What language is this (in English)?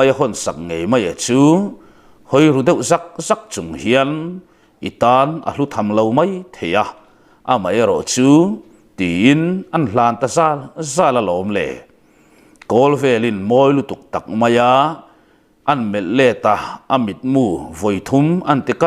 Mizo